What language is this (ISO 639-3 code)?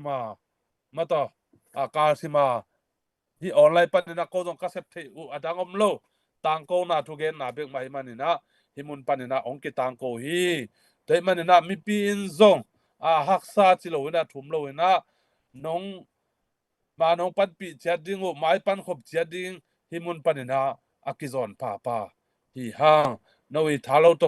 ctd